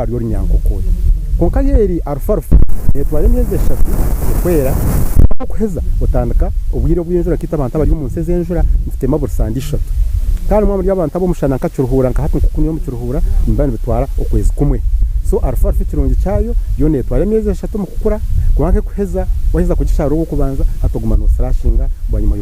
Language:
Nyankole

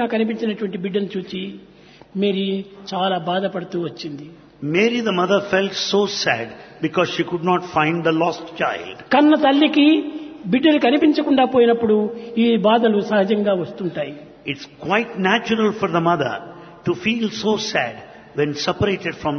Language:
Telugu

